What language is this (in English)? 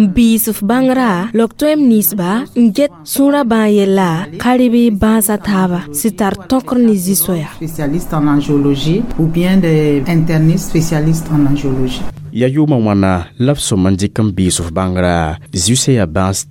Mossi